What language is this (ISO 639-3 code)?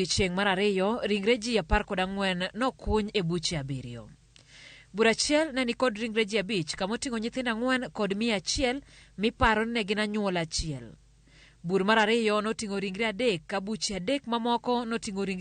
luo